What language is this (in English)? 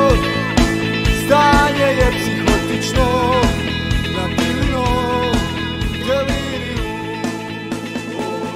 Serbian